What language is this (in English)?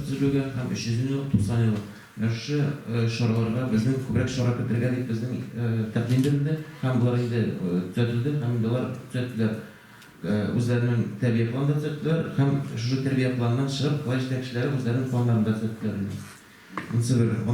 Tatar